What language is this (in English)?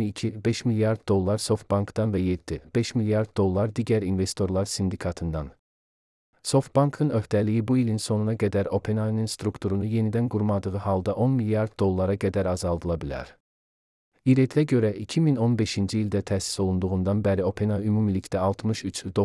Azerbaijani